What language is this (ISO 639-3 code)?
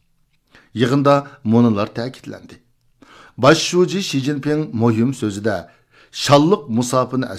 uig